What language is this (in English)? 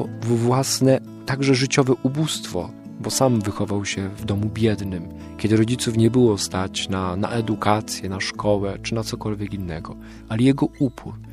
Polish